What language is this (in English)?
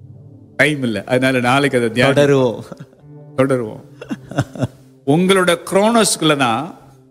Tamil